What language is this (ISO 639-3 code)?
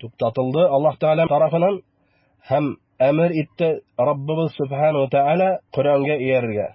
bak